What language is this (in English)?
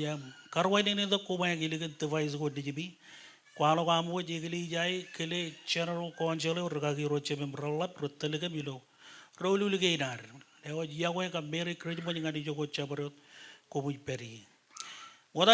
Marshallese